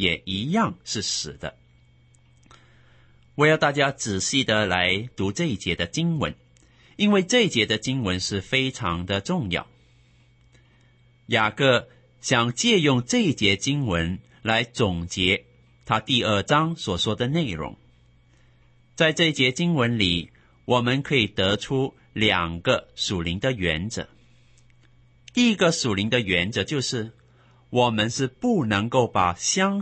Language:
Chinese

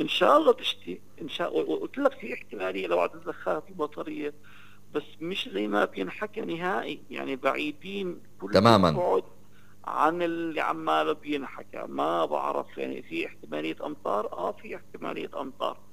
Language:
North Levantine Arabic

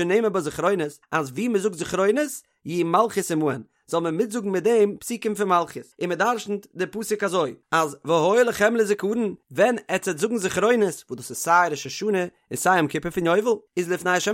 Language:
Yiddish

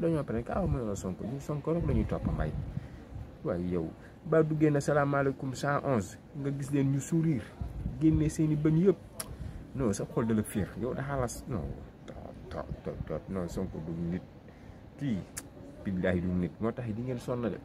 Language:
Wolof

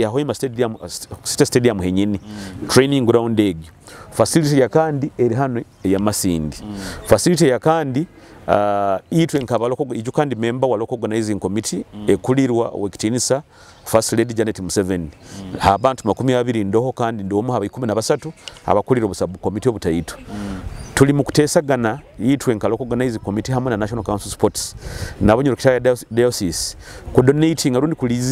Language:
Nyoro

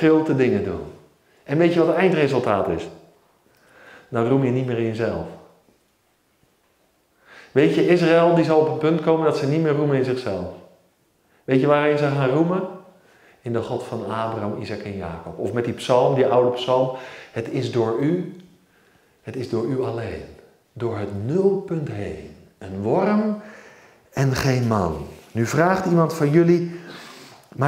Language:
Dutch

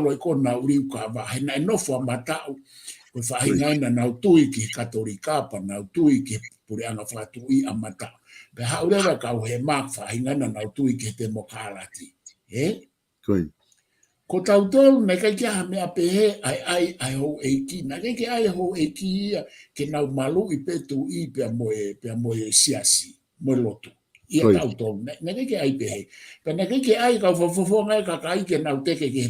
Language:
Tongan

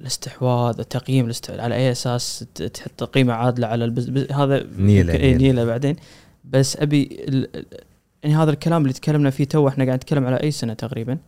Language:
Gulf Arabic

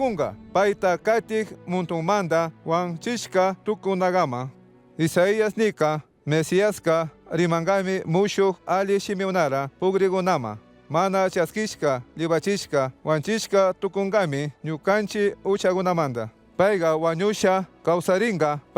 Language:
Chimborazo Highland Quichua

